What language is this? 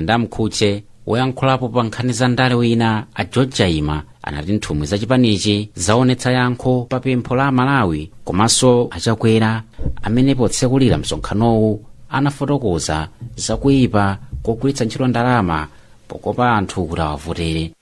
Nyanja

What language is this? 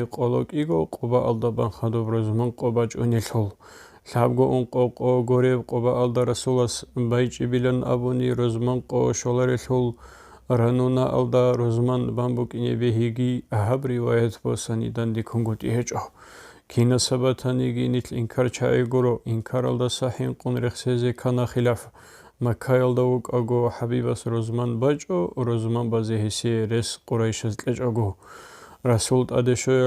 Avaric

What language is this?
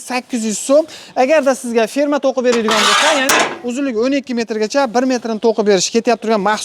Uzbek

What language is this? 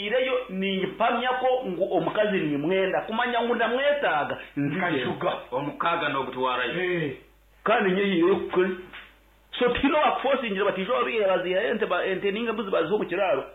Nyankole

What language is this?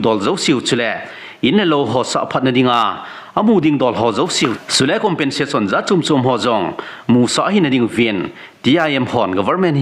Thado Chin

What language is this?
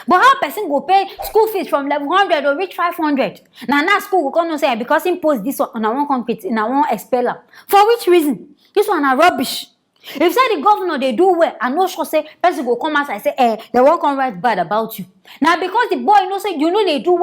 Nigerian Pidgin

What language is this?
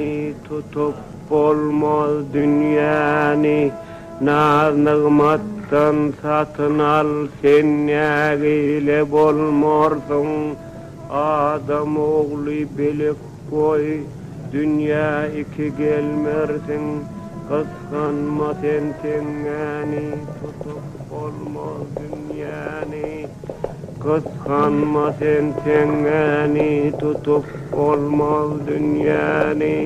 Turkmen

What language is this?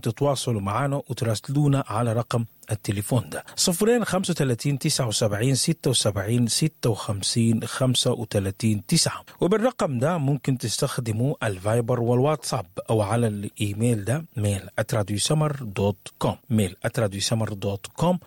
Sudanese Arabic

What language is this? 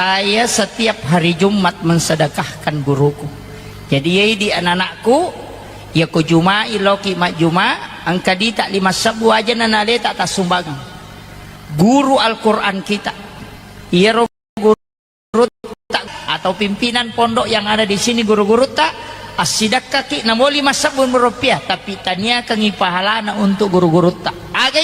Buginese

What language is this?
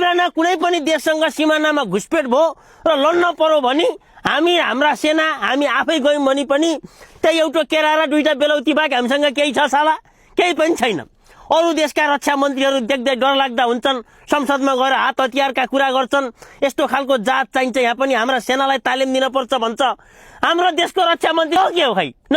Nepali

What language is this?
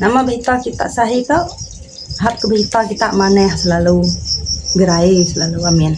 Iban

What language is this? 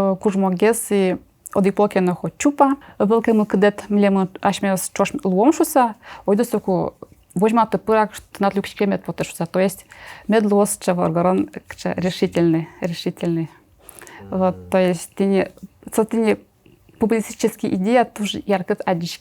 Udmurt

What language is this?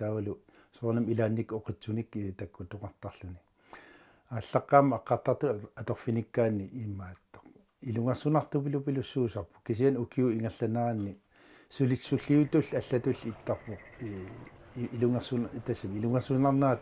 Kalaallisut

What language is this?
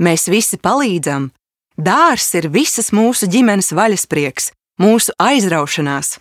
Latvian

